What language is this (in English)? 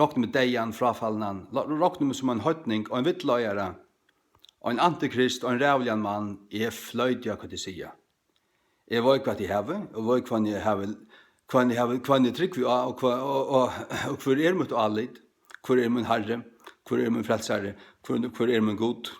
Faroese